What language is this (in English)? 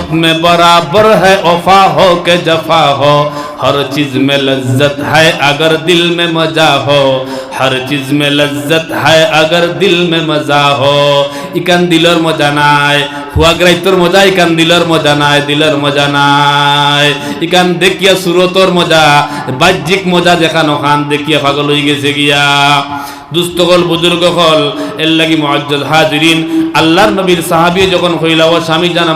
Sylheti